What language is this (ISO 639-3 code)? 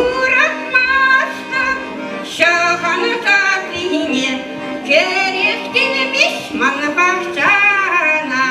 chv